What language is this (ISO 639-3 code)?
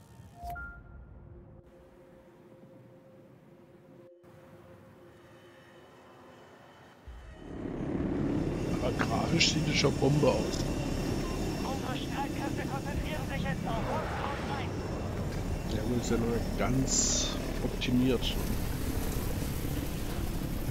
deu